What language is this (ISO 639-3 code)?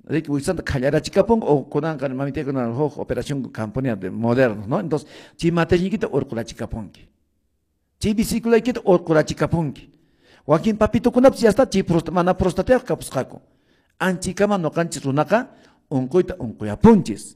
que